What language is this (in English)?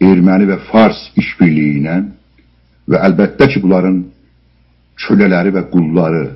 South Azerbaijani